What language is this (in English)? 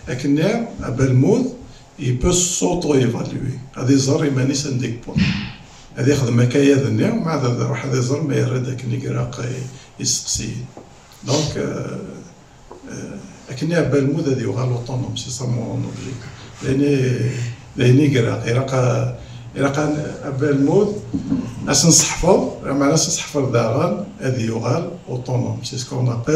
Kabyle